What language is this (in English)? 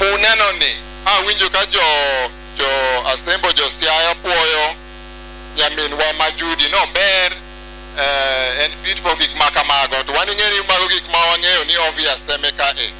Luo (Kenya and Tanzania)